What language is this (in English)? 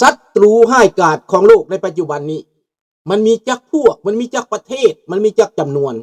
Lao